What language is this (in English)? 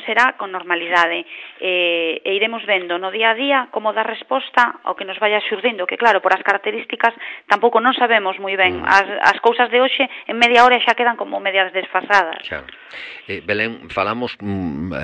Galician